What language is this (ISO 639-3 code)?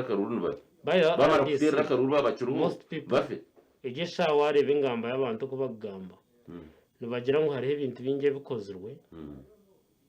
nyn